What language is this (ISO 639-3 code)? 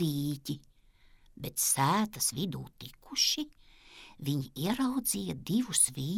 lav